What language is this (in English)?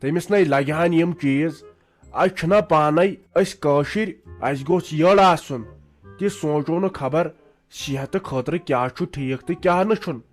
Kashmiri